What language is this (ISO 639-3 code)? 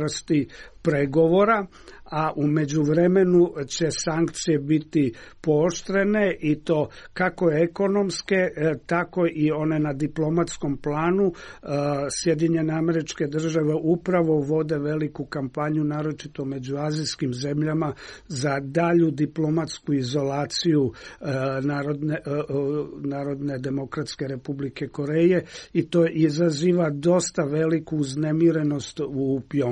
srp